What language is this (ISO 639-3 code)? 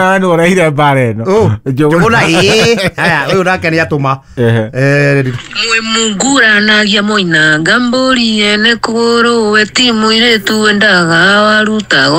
kik